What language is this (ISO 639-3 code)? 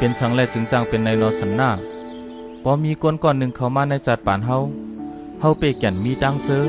shn